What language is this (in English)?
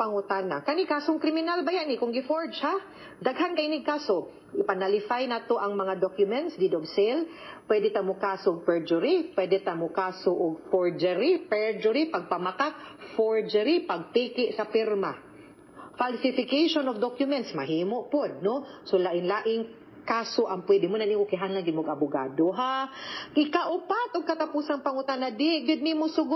Cebuano